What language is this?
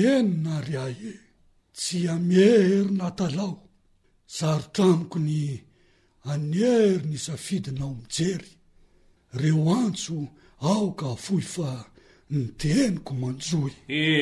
Malagasy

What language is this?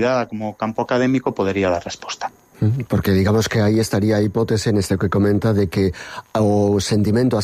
Galician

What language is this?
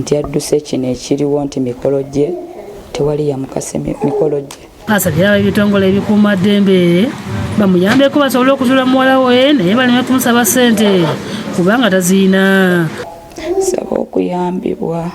Ganda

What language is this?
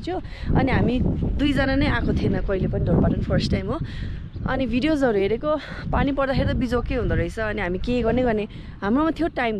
Nepali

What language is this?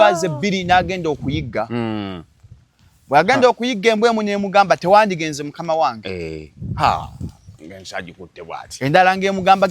Ganda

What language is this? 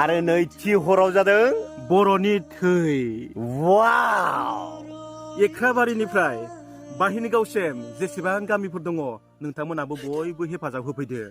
Bodo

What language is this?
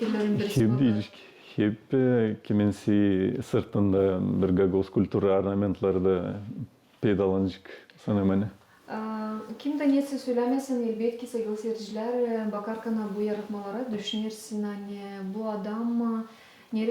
Gagauz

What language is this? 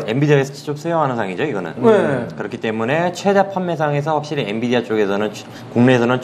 Korean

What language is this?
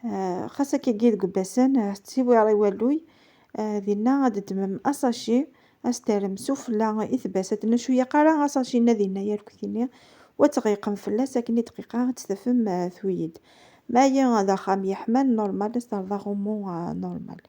Kabyle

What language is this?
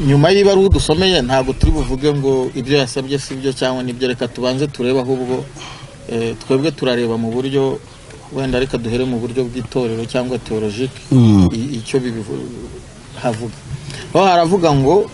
Kinyarwanda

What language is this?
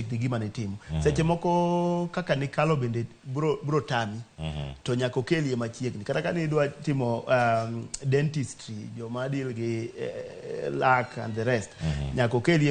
Luo (Kenya and Tanzania)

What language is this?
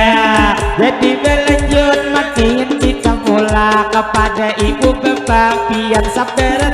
Banjar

